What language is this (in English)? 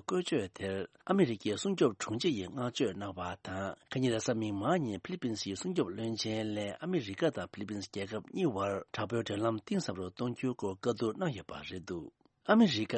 Tibetan